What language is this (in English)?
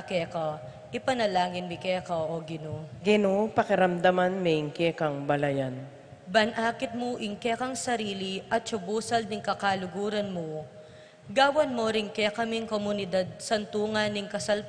Pampanga